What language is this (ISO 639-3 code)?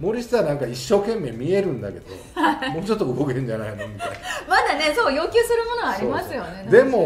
jpn